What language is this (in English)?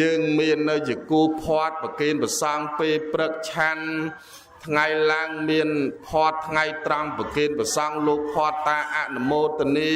Khmer